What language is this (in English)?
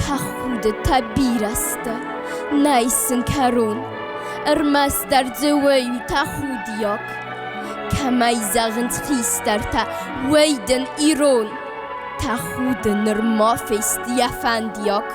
Ossetic